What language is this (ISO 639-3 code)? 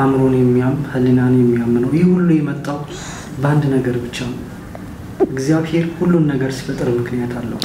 amh